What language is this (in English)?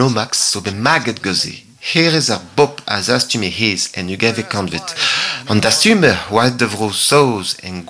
Breton